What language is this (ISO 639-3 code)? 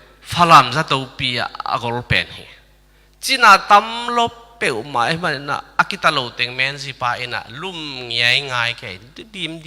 ctd